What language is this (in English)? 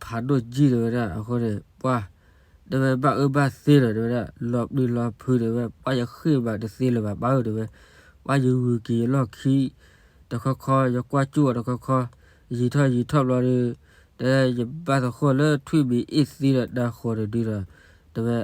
S'gaw Karen